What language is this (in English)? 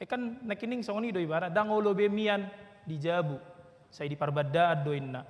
Batak Toba